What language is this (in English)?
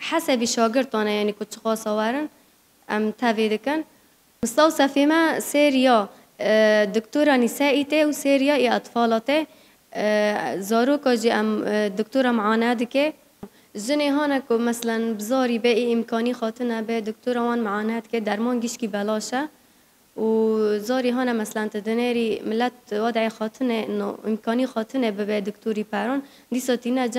Kurdish